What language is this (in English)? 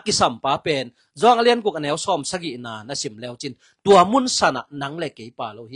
Tedim Chin